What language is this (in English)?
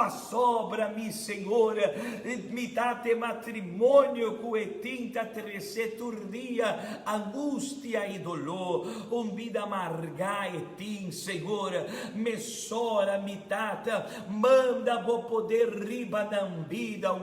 Papiamento